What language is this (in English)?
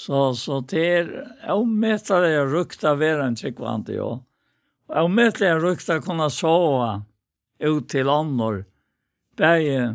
Faroese